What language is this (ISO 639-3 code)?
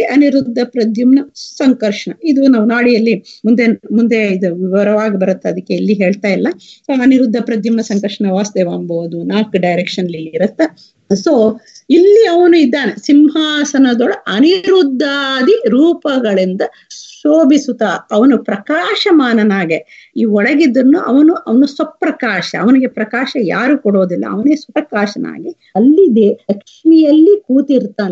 kan